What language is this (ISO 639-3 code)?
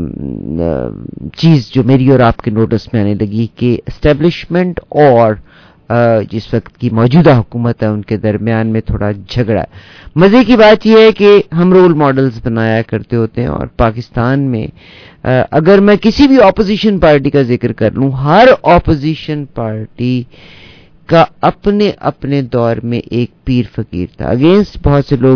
urd